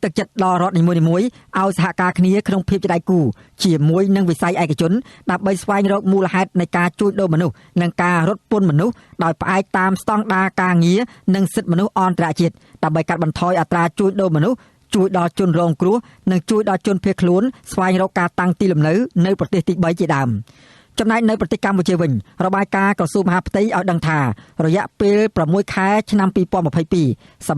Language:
Khmer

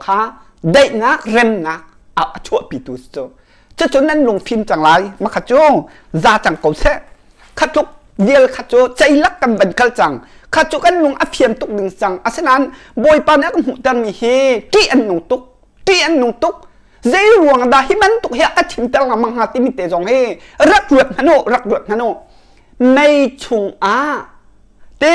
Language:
Hakha Chin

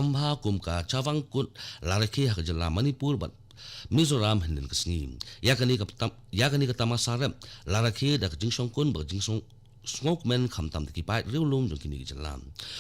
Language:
Khasi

